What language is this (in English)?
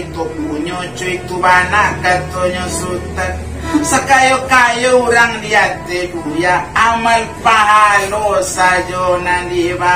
Minangkabau